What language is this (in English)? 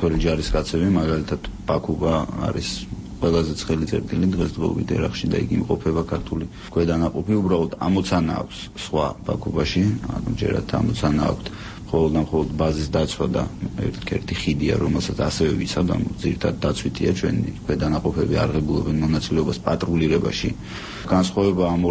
Georgian